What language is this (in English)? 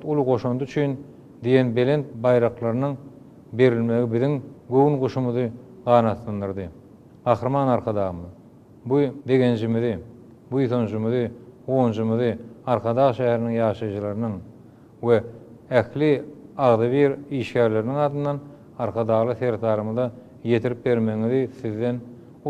Turkmen